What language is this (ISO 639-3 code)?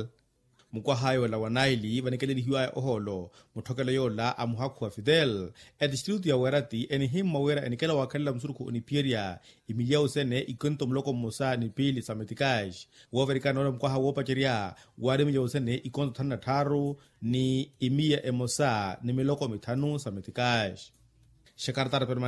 vmw